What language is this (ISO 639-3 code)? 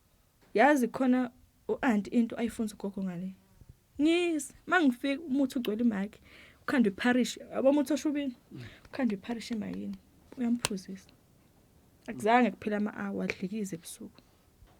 zul